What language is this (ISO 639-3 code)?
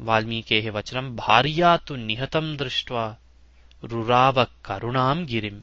san